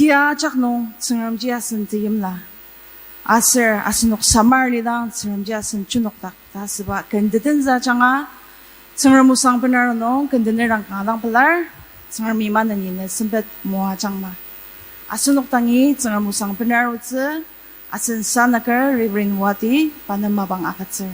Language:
Ao Naga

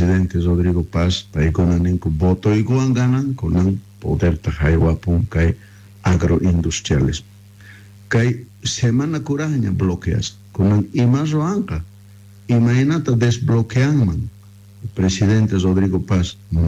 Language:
Quechua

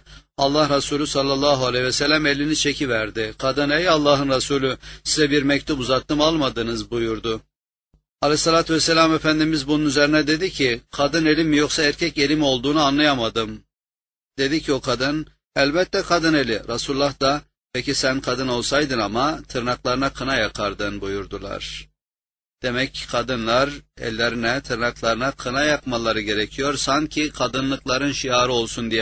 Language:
Turkish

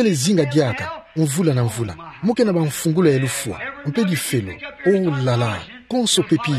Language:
Kituba (Democratic Republic of Congo)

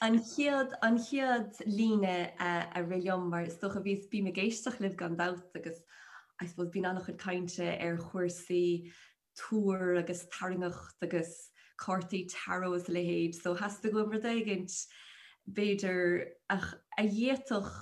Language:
Irish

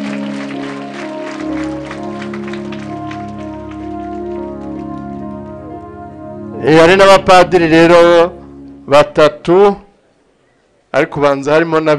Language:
Kinyarwanda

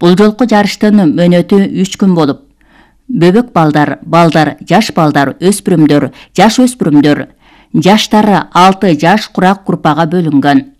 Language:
Kyrgyz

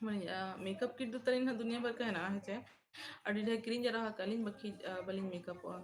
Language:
Santali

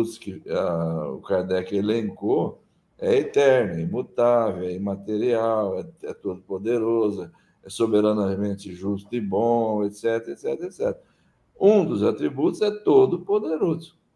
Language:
Portuguese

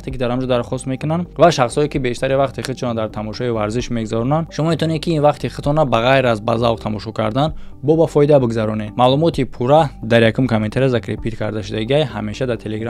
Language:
Tajik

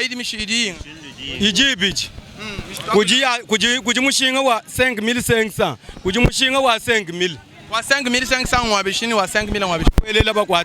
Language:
Luba-Lulua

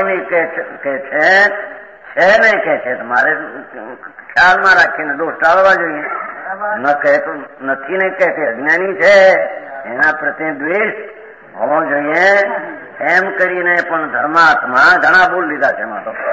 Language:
Gujarati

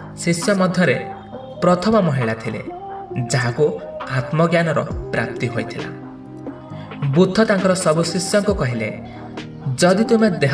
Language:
Odia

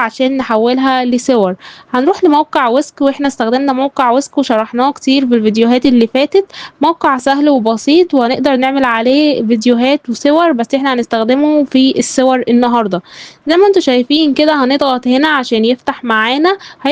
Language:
Egyptian Arabic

